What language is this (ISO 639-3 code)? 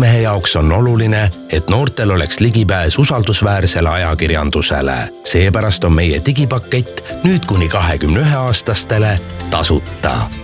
est